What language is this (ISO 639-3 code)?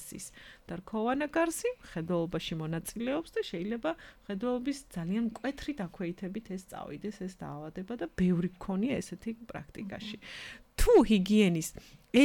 kat